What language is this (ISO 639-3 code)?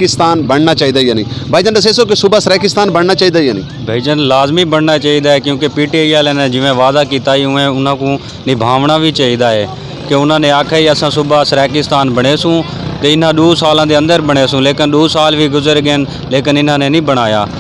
skr